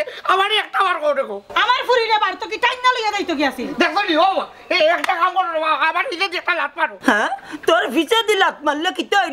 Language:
Sylheti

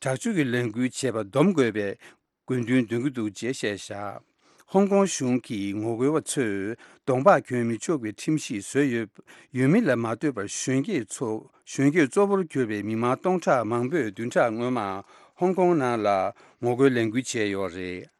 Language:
Tibetan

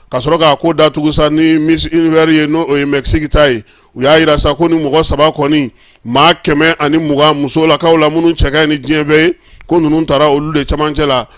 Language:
Bambara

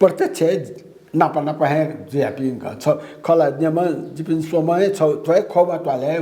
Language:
Newari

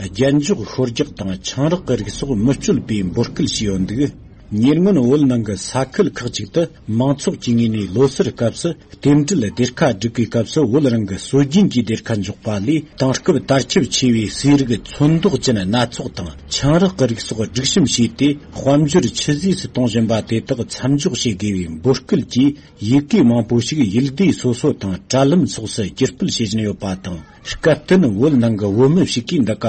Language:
Tibetan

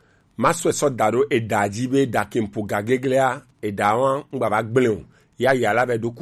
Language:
Gen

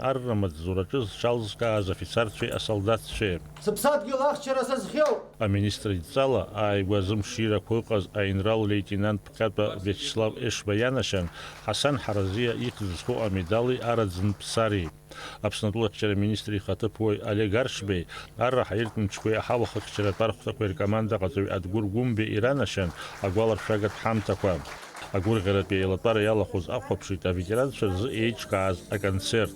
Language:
Abkhazian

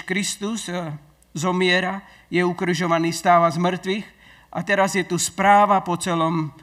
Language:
Slovak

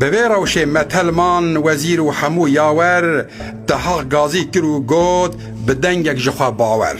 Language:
Kurdish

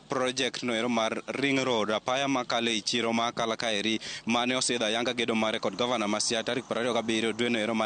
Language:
Luo (Kenya and Tanzania)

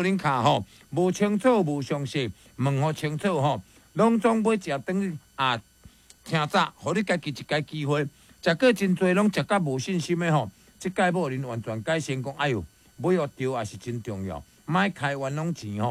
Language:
Min Nan Chinese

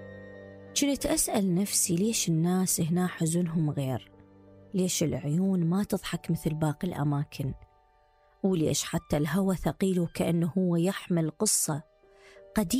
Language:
Mesopotamian Arabic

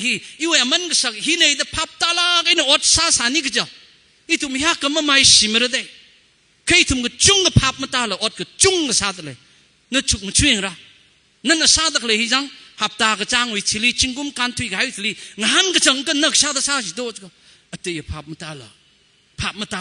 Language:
Tangkhul Naga (India)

